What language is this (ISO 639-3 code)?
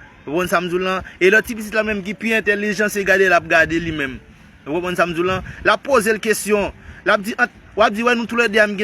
hat